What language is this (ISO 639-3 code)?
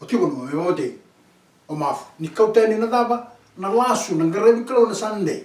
fij